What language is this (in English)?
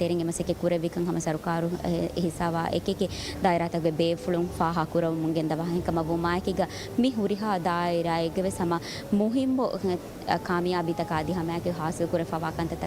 Divehi